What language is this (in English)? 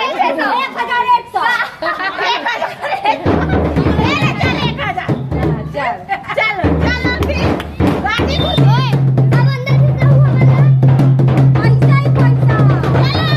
Chhattisgarhi